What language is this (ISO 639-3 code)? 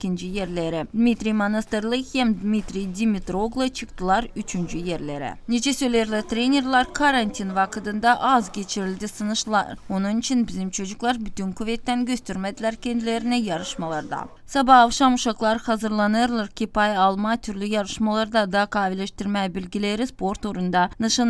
gag